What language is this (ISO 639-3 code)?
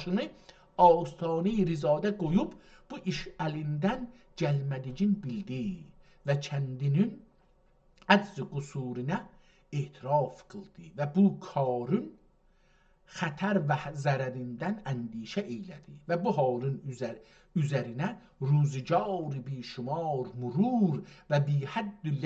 azb